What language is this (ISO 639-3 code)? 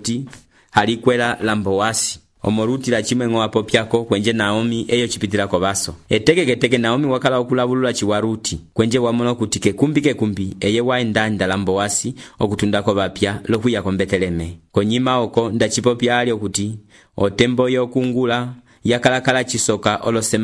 umb